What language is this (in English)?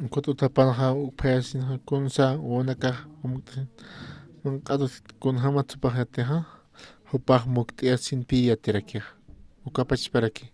Aymara